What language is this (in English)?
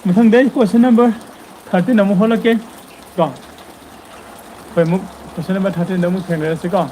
Manipuri